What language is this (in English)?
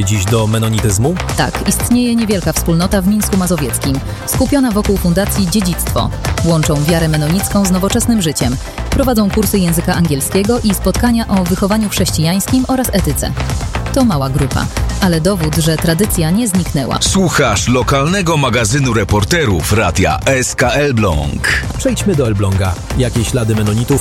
Polish